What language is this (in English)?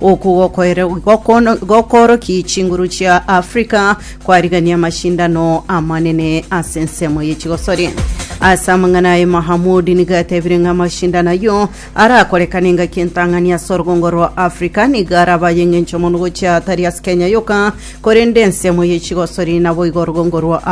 Gusii